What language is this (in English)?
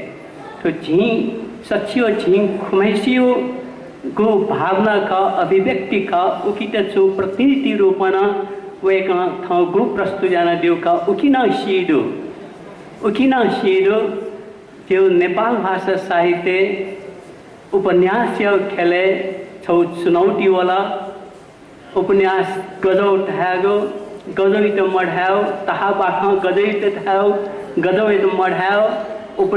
Newari